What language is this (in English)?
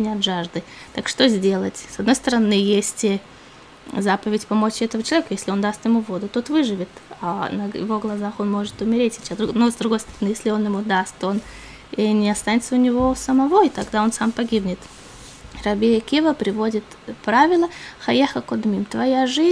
Russian